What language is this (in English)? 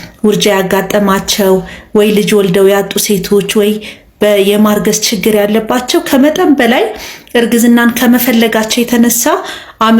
Amharic